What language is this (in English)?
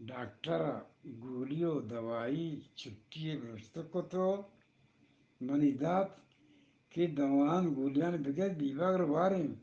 Eastern Balochi